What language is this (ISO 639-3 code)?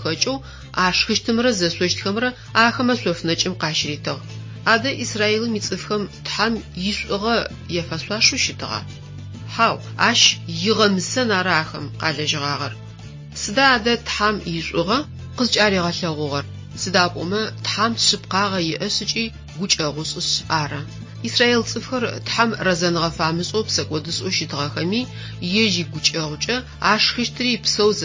ady